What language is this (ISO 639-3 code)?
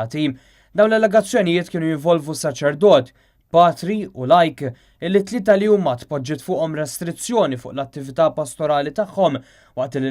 mlt